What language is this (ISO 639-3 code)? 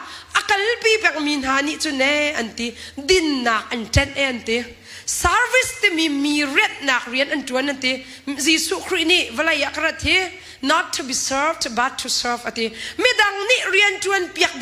cnh